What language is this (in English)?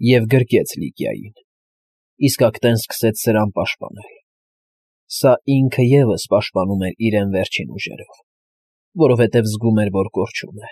Armenian